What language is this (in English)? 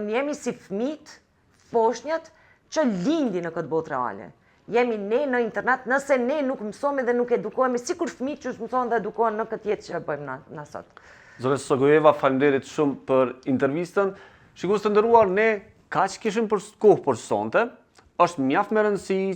Albanian